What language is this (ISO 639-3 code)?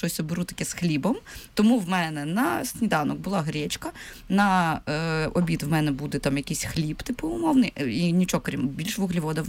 ukr